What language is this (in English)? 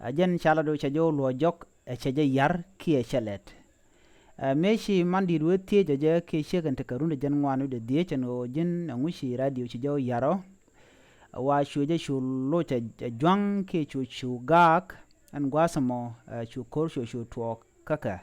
Nuer